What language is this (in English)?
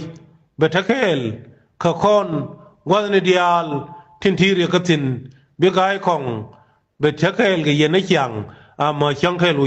Nuer